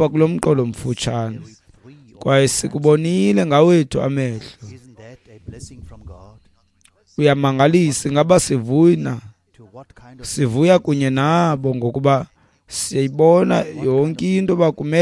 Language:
Xhosa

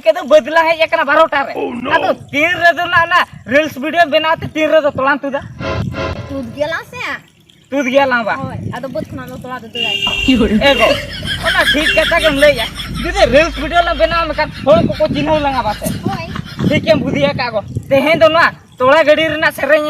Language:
Santali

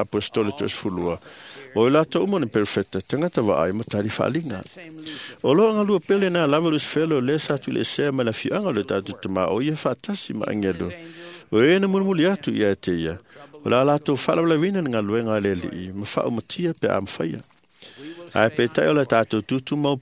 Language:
Samoan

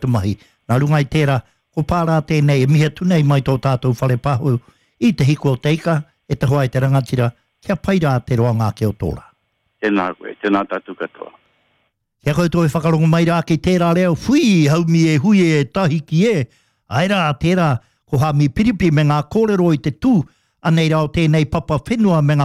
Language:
Māori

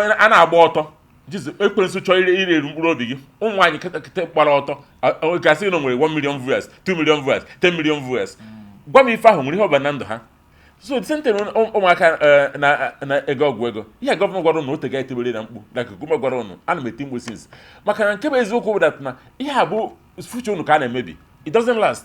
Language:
Igbo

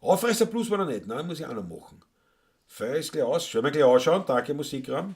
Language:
Bavarian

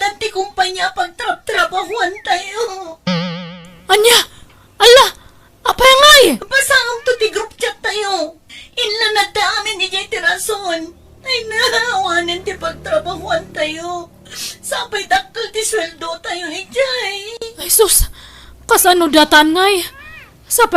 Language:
Iloko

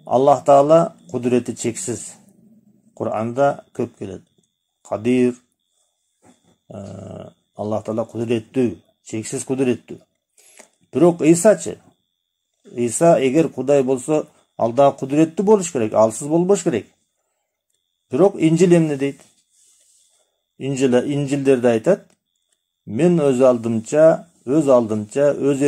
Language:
Kyrgyz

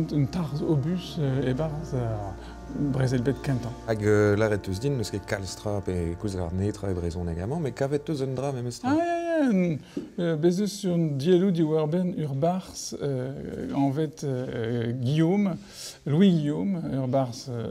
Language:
Breton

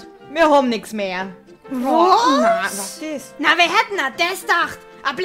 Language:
Bavarian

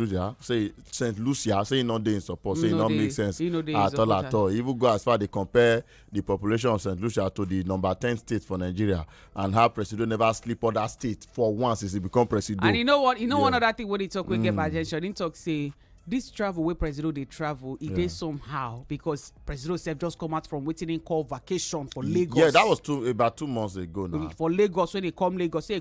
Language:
Nigerian Pidgin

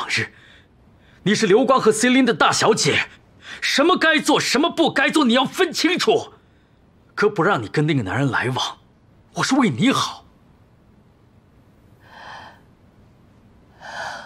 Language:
Chinese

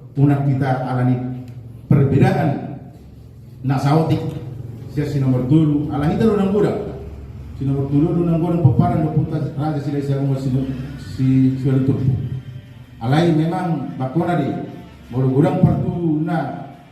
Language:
Batak Toba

